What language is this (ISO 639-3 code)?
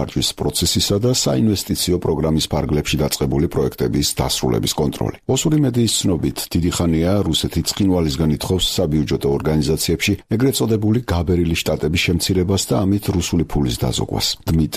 kat